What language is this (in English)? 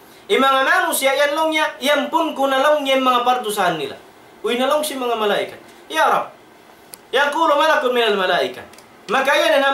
Tausug